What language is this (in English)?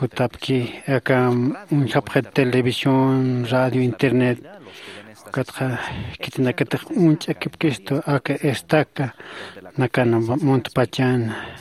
Aymara